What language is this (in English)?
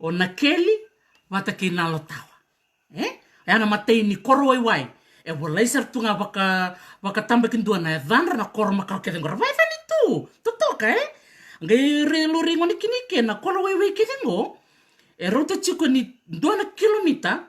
Fijian